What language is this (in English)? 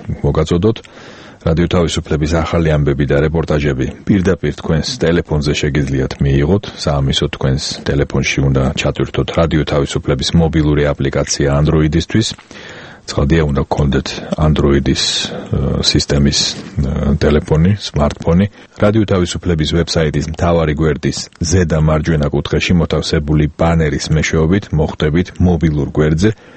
Georgian